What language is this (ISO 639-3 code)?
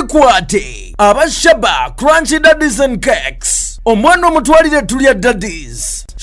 lug